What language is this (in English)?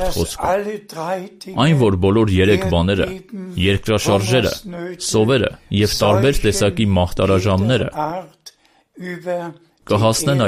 Armenian